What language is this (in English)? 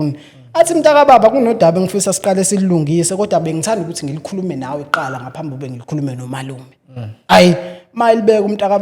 Zulu